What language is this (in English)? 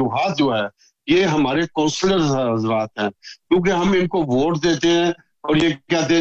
Urdu